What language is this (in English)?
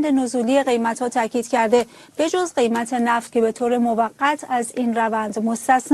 Persian